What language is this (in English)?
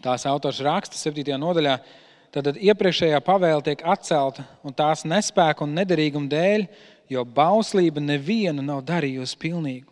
Latvian